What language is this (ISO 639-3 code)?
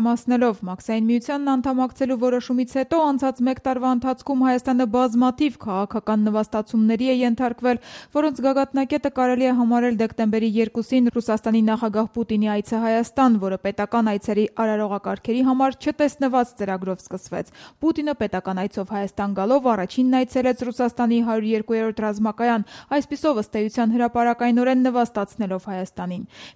hye